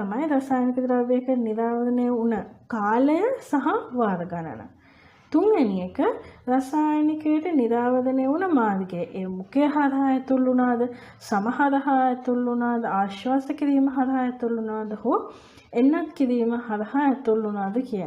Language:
Sinhala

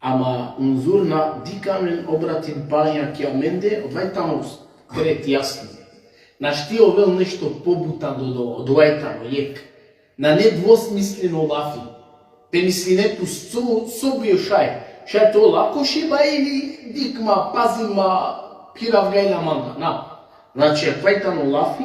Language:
Balkan Romani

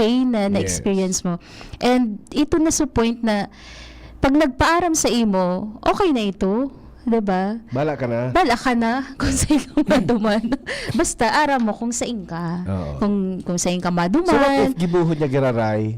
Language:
Bikol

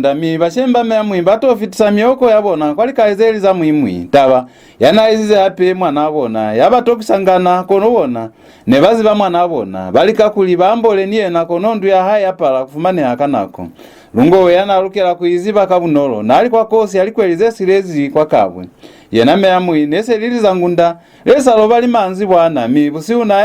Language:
Lozi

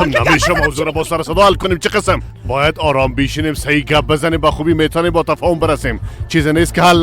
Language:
Persian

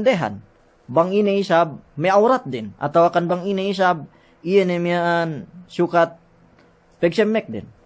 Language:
Yakan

